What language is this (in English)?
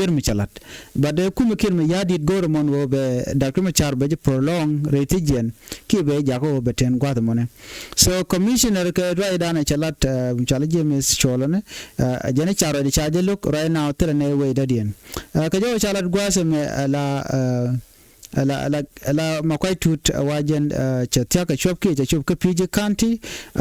Nuer